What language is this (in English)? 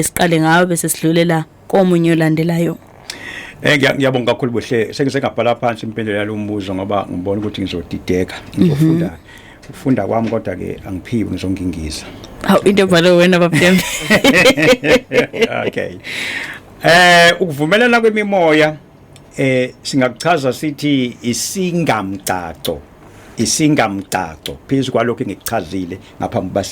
Zulu